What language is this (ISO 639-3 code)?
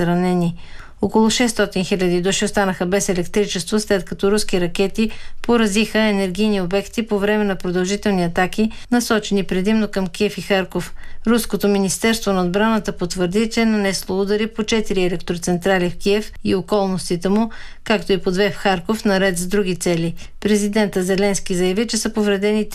bul